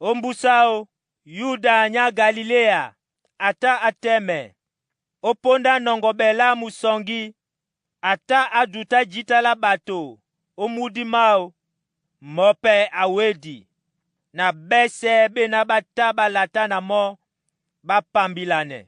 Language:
Duala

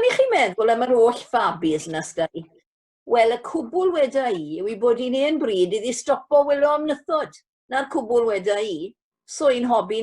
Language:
Welsh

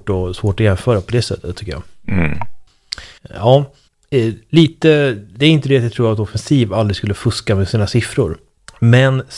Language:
Swedish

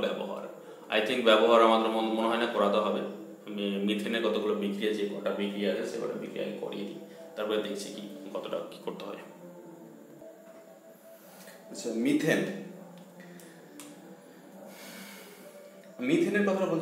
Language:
Bangla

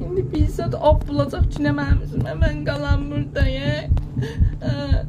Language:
South Azerbaijani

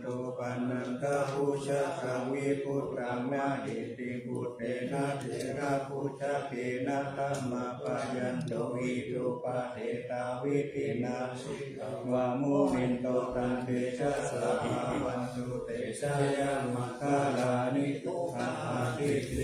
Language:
Pali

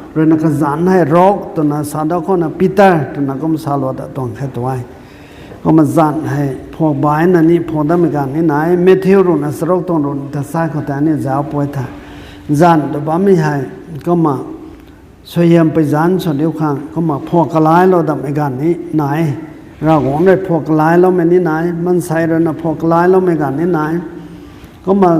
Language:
Rongmei Naga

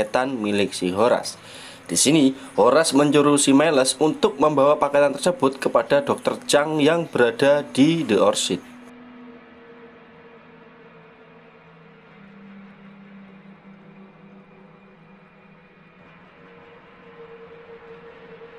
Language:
Indonesian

